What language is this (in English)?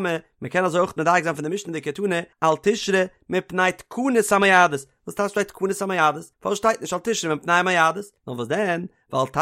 Yiddish